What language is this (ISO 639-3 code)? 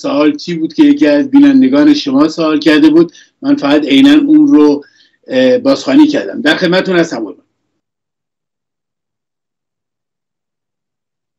fas